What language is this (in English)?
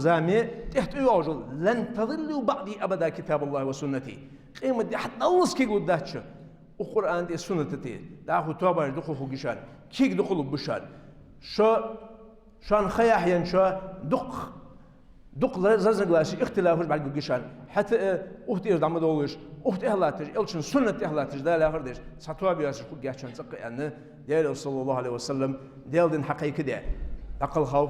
Ingush